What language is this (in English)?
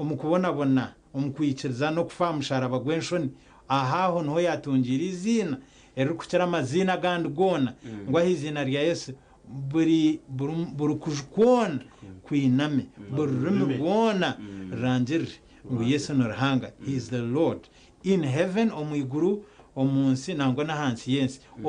Nyankole